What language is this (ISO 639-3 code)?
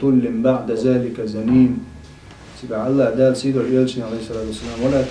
che